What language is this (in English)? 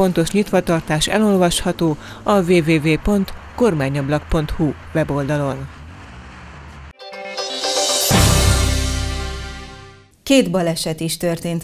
Hungarian